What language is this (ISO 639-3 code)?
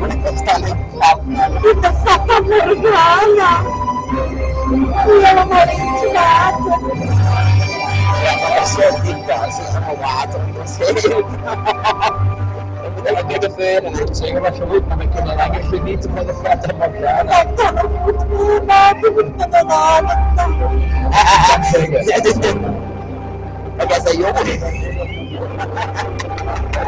nld